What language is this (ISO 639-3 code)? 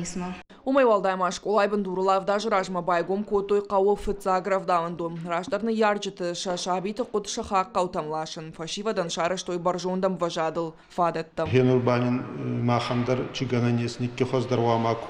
oss